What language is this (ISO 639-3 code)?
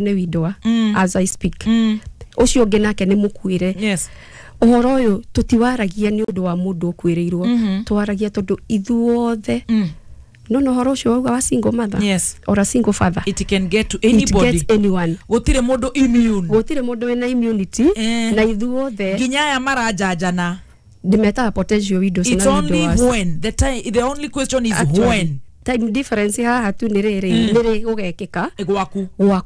kik